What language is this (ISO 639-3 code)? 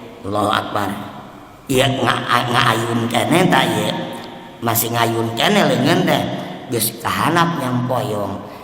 sun